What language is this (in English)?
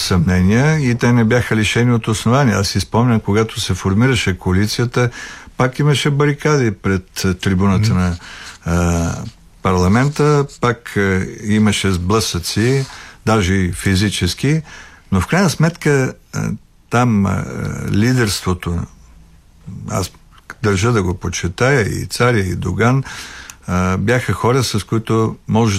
Bulgarian